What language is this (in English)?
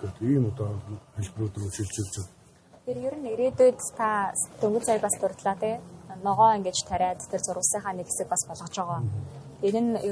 Mongolian